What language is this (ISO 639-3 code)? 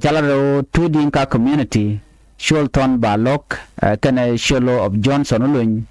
nus